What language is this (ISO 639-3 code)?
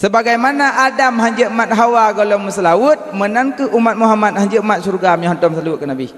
ace